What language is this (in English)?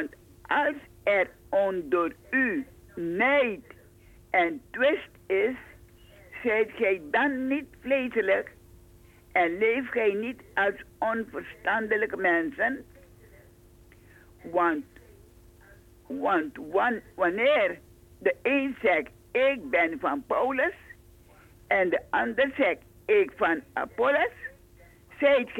Dutch